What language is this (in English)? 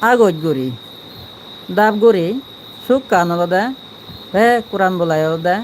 Chakma